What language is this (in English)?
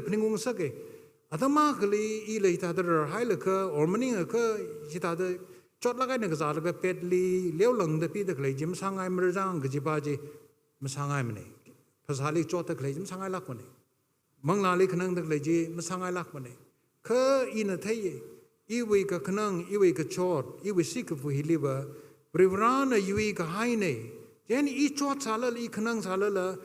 Tangkhul Naga (India)